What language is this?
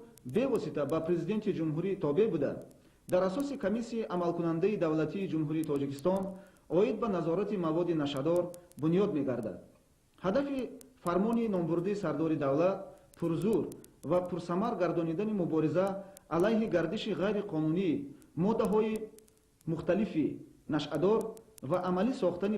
Tajik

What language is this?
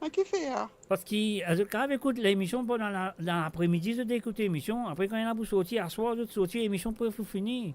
Morisyen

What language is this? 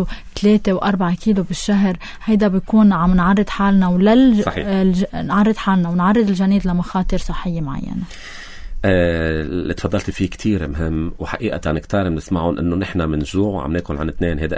North Levantine Arabic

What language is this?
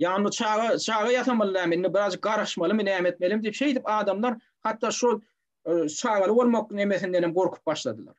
Turkmen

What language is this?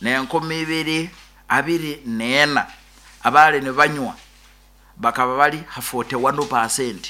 Nyoro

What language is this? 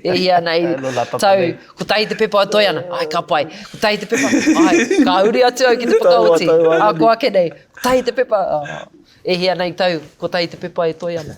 Māori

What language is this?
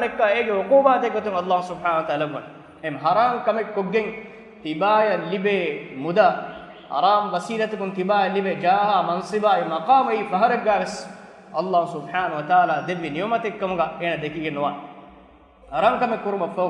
Divehi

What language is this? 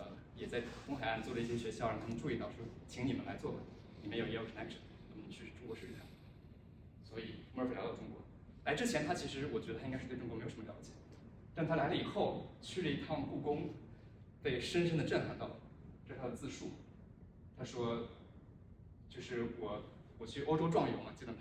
Chinese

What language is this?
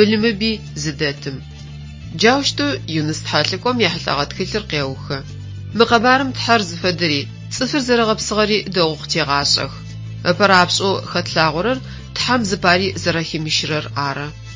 Adyghe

